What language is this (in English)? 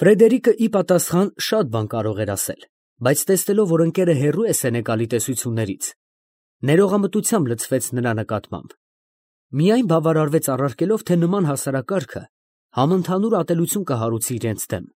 Armenian